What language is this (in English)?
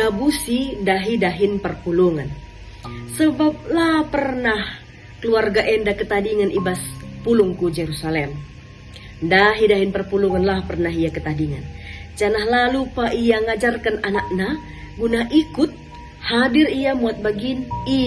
Batak Karo